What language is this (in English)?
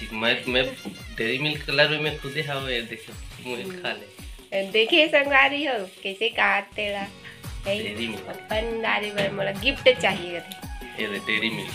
Chhattisgarhi